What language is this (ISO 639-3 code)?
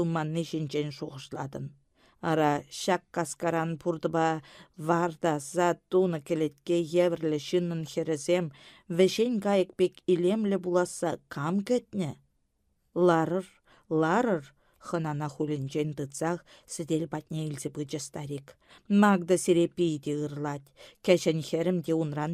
chv